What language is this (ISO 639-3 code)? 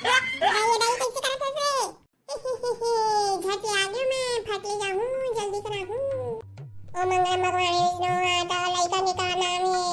hne